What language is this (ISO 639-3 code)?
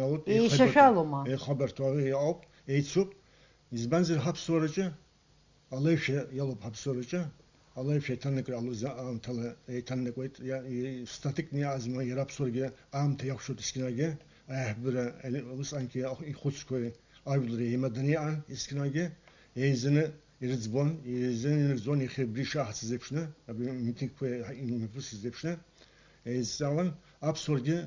abk